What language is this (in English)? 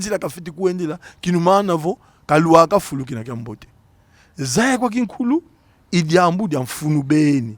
Kongo